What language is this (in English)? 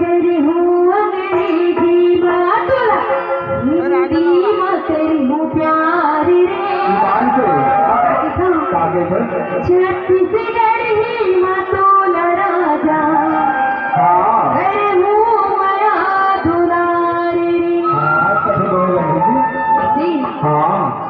Chhattisgarhi